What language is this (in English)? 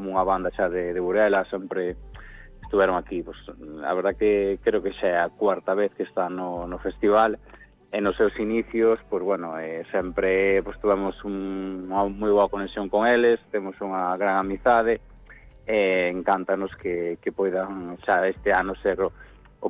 Galician